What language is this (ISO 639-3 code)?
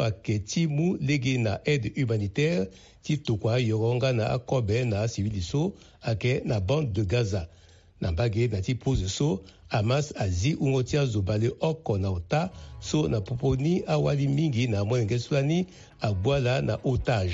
sag